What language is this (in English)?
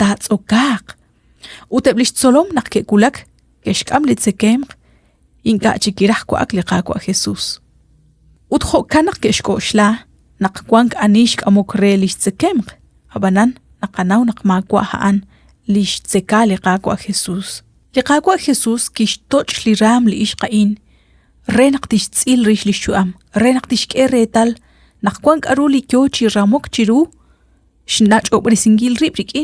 Kekchí